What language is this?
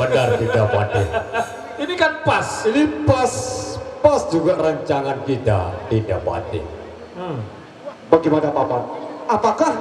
Sasak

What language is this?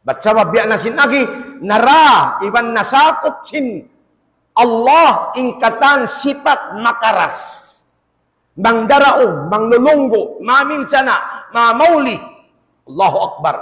Tausug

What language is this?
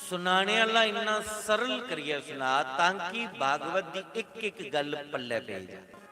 Dogri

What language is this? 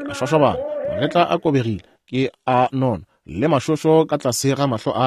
Northern Sotho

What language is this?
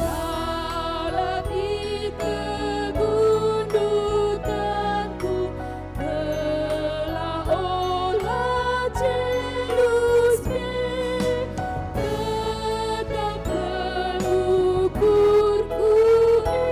Batak Karo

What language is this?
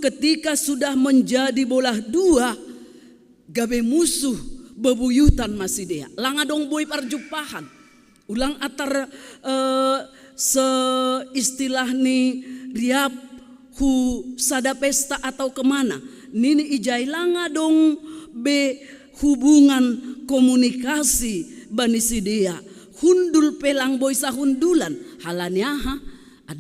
Batak Simalungun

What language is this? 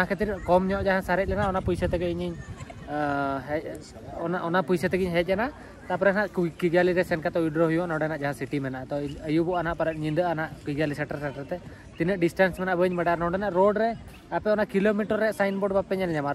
Santali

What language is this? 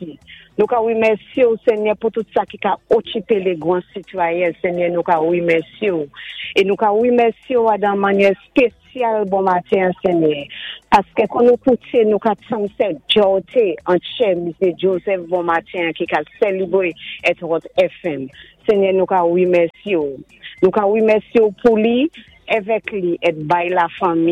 Saint Lucian Creole French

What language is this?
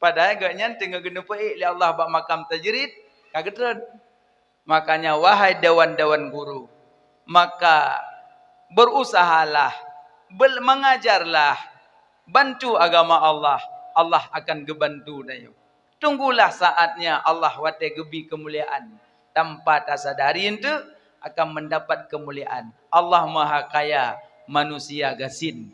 Achinese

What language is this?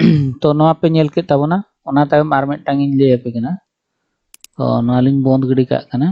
Santali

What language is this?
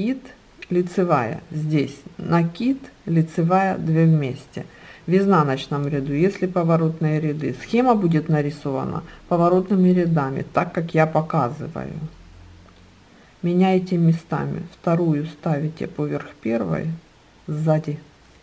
Russian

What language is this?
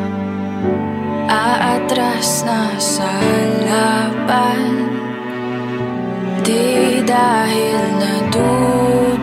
Filipino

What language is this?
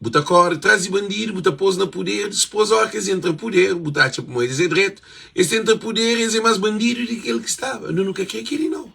Kabuverdianu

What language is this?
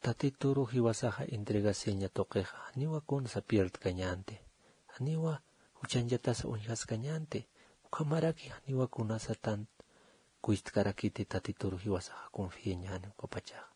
Aymara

